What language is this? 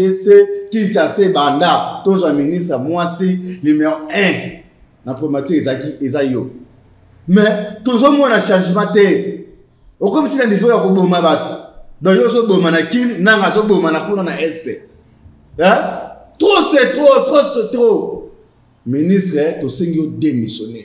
Lingala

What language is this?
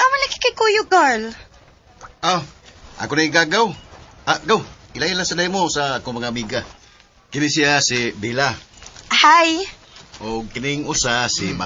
Cebuano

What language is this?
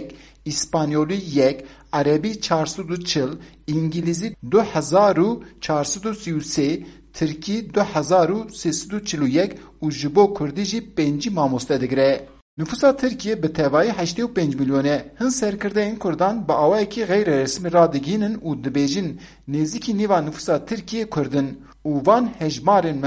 Kurdish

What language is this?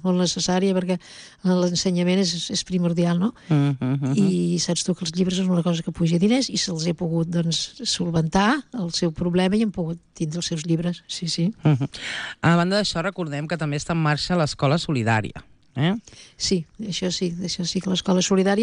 Catalan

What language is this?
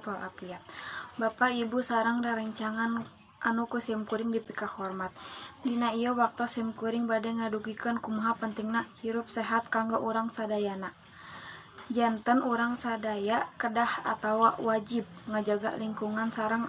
Sundanese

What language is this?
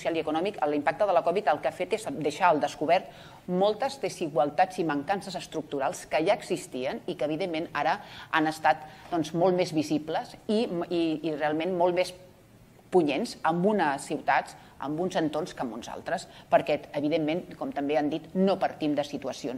Catalan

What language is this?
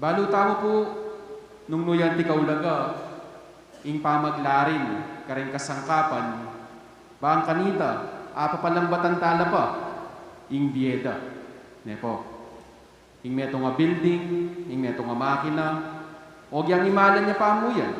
Pampanga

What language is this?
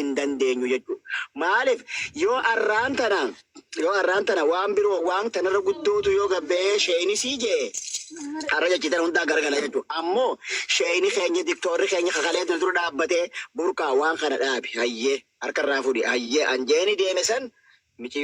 Oromo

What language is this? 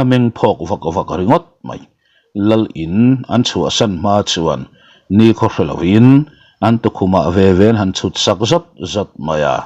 Mizo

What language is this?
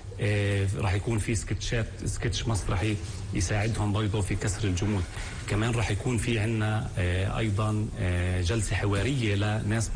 North Levantine Arabic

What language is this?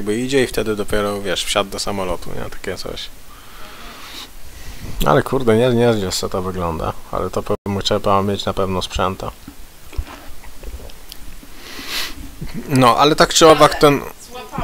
Polish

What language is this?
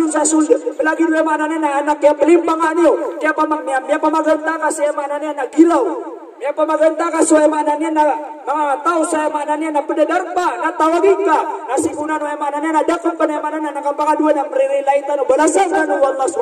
Maranao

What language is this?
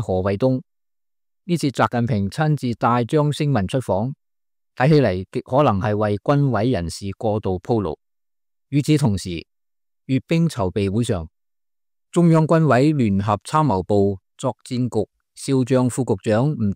Cantonese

